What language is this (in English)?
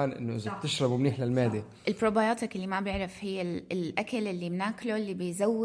North Levantine Arabic